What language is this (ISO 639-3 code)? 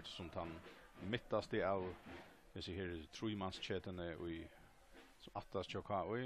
fao